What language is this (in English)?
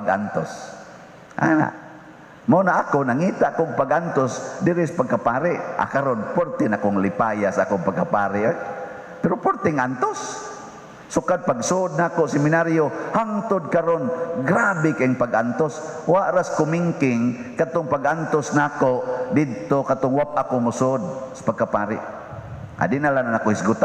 Cebuano